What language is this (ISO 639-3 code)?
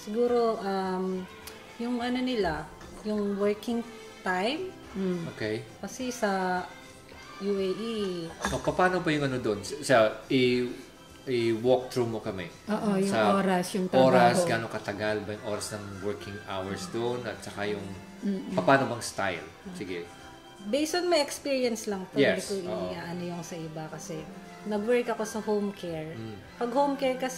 fil